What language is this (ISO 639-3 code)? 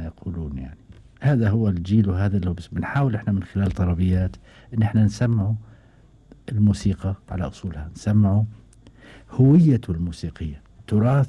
afb